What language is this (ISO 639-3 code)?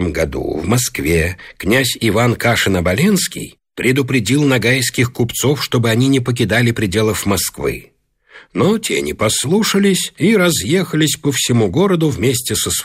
rus